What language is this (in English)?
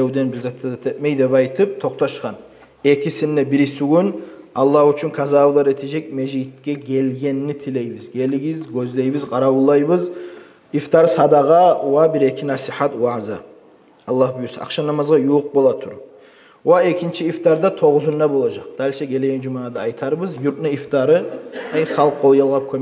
Kumyk